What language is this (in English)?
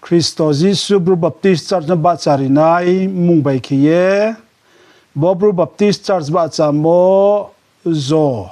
Riang (India)